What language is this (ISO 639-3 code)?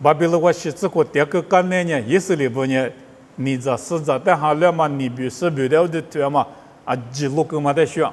lis